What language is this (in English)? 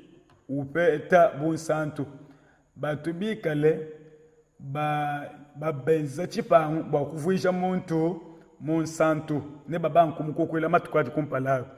Luba-Lulua